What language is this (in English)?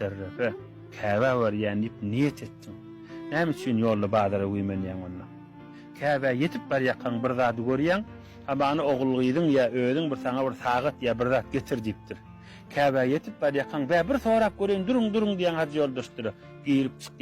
Turkmen